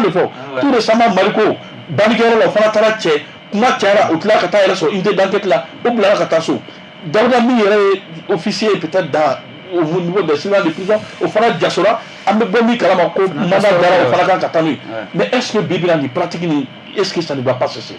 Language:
Bambara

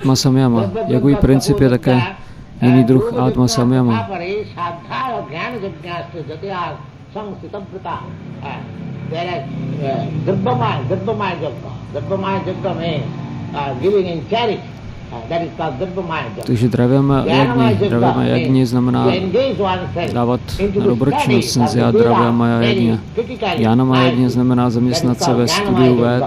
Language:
Czech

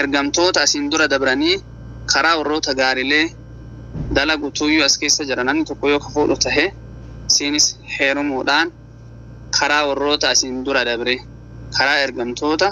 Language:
Oromo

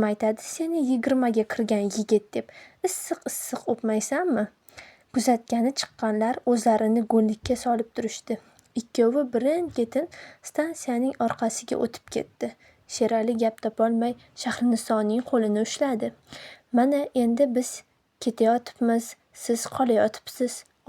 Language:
Uzbek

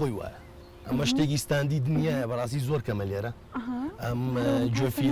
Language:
Central Kurdish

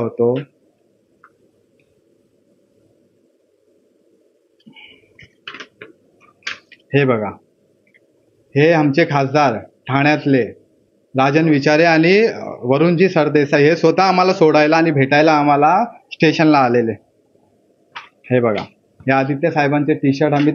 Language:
Marathi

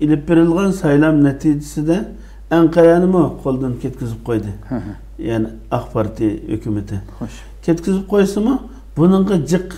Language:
Uyghur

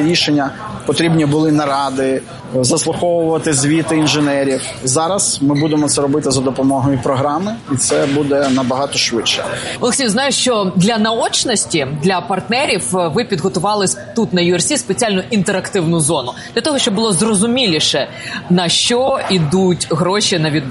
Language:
Ukrainian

